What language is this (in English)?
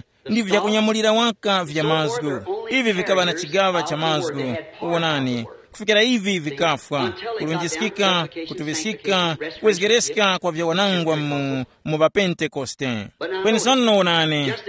Tumbuka